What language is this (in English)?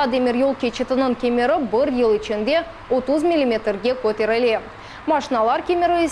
Crimean Tatar